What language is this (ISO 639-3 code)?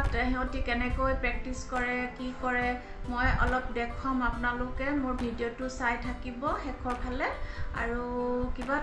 asm